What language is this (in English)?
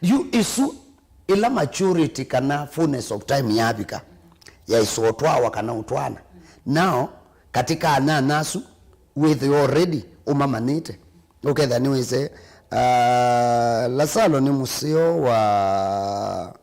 Kamba